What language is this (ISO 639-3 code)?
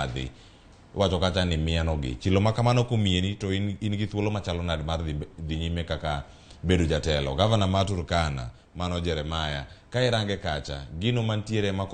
luo